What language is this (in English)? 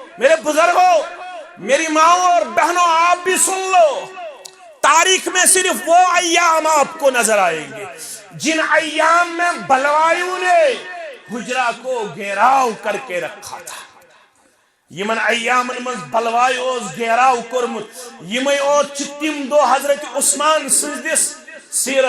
Kashmiri